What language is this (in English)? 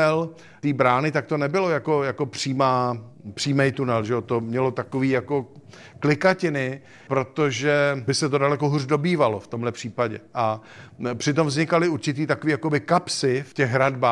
Czech